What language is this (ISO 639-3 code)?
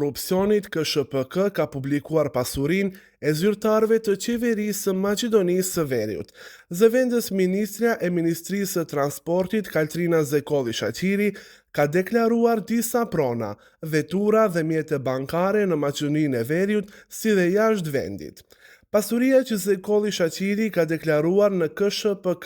sqi